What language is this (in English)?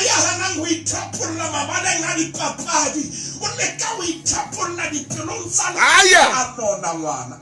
Southern Sotho